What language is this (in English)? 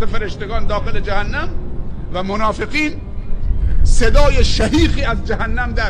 Persian